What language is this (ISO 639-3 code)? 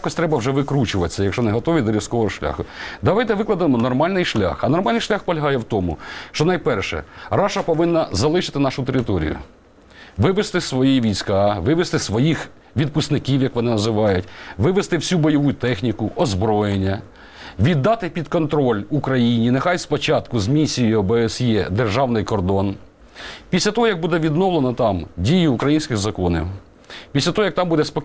ukr